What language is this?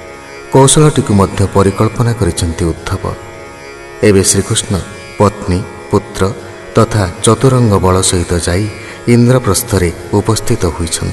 Odia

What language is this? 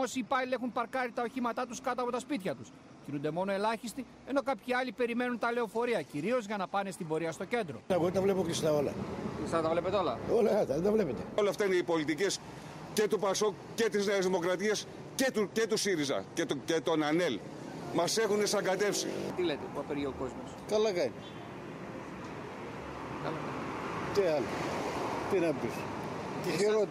Greek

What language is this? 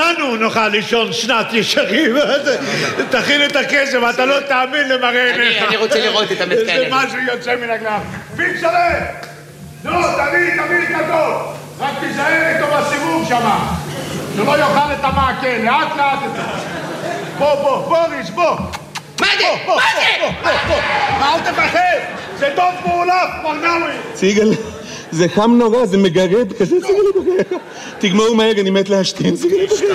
Hebrew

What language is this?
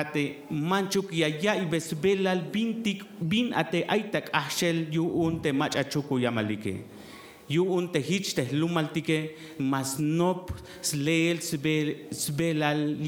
Tzeltal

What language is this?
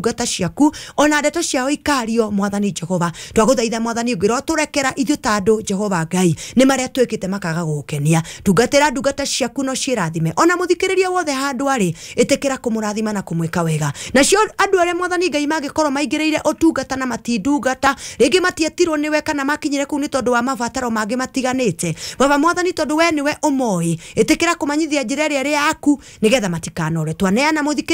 Kikuyu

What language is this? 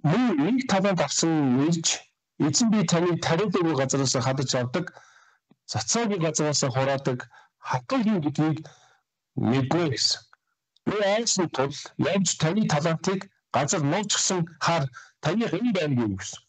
Mongolian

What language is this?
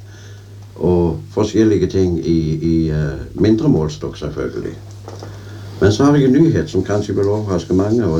Norwegian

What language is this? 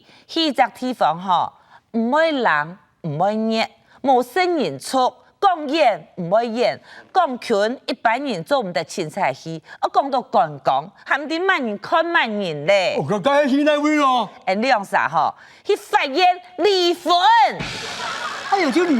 Hakka Chinese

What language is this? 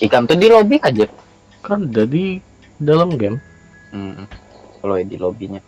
Banjar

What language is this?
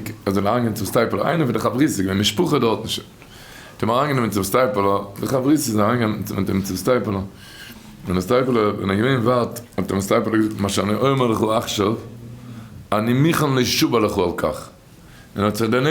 Yiddish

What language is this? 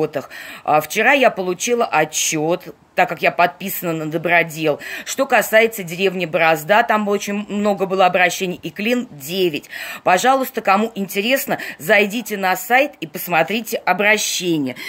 Russian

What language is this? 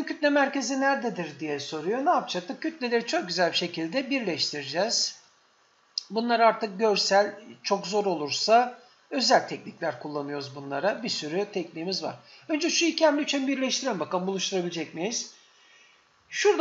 Turkish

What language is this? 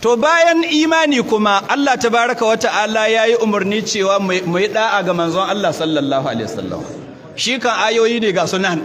Hausa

